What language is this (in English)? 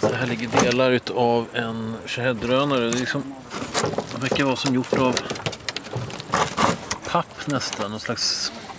Swedish